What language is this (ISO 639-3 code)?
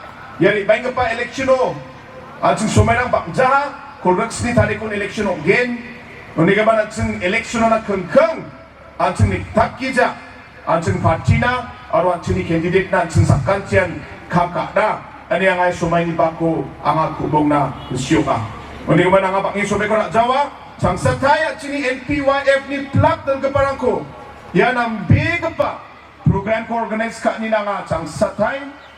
grt